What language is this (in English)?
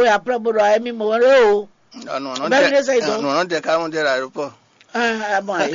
Fon